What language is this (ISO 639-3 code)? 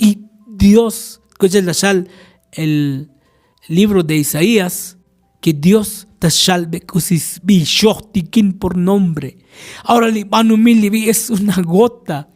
tzo